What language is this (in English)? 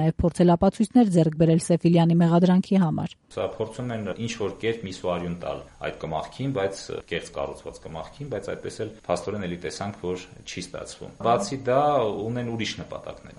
Armenian